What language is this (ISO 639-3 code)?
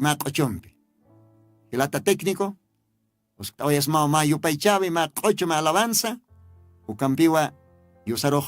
aym